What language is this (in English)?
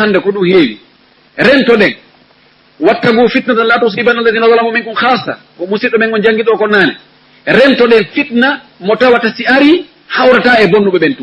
Fula